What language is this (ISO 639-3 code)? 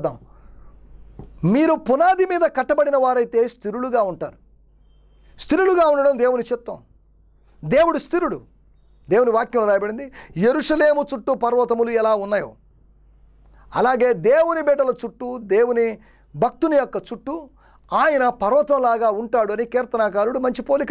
tel